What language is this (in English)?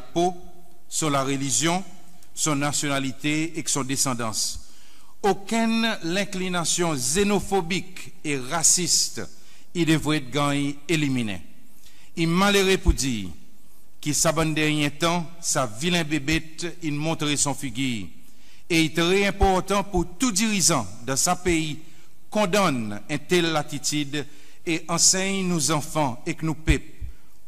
Seselwa Creole French